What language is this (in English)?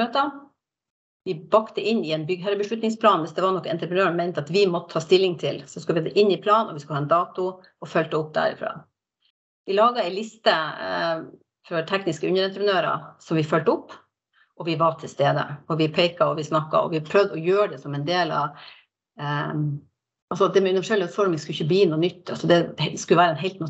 Norwegian